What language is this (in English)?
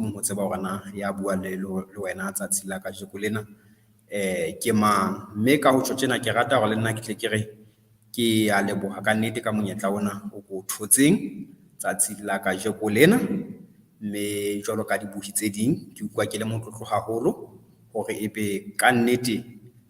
Southern Sotho